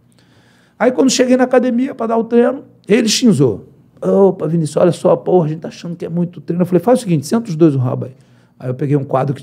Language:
Portuguese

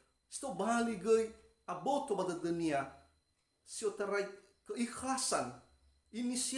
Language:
Nias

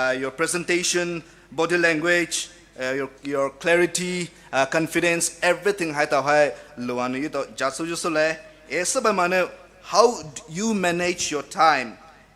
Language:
Poumei Naga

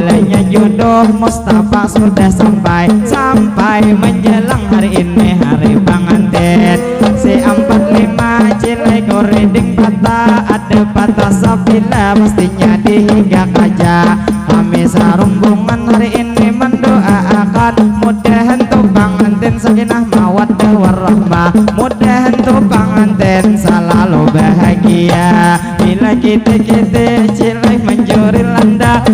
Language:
Banjar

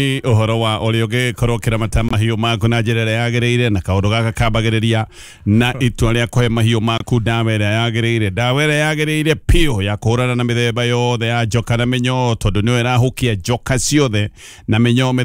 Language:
Kikuyu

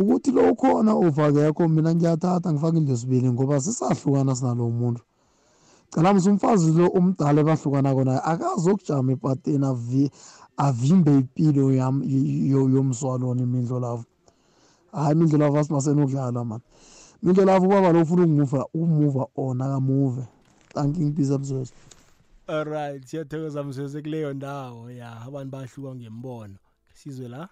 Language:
South Ndebele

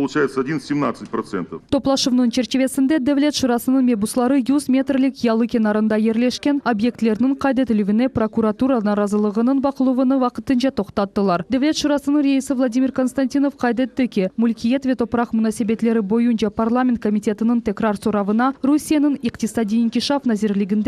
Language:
Crimean Tatar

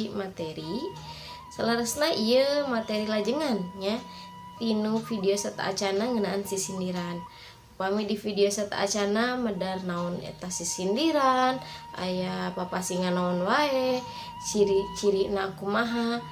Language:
Sundanese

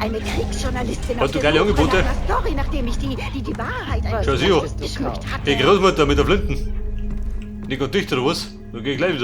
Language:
Bavarian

